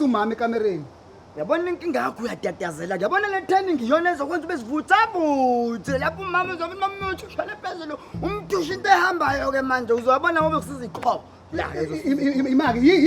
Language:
Zulu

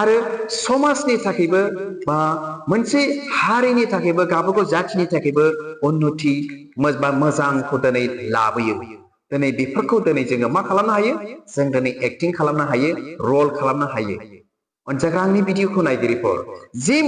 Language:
Bodo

